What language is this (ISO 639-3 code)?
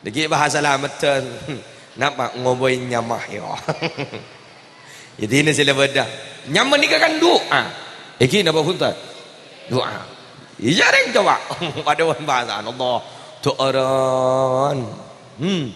mad